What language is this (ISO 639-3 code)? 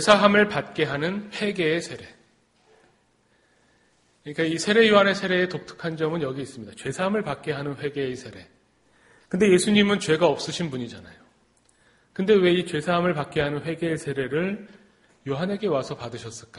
kor